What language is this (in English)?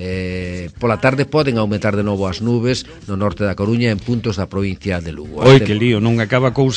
Galician